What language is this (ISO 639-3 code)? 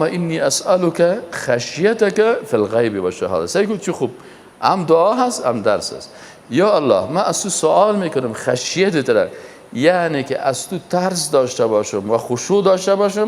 fas